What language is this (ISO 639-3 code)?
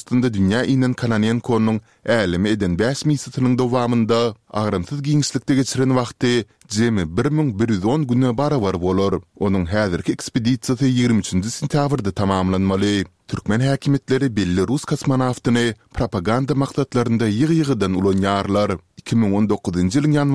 tuk